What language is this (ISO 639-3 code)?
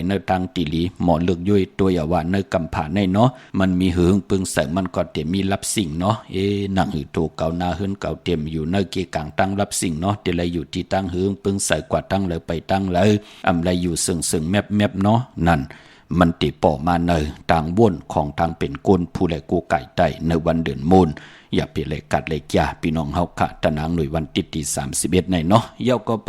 shn